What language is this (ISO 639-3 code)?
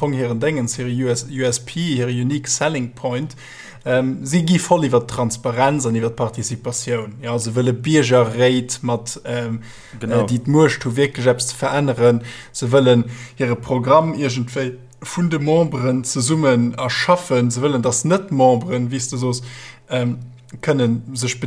ltz